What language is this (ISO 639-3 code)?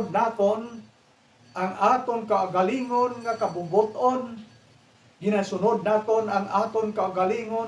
hil